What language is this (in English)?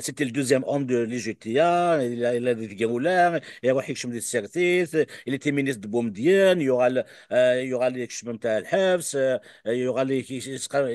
Kabyle